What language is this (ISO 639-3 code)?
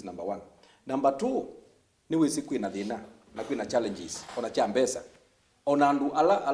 kam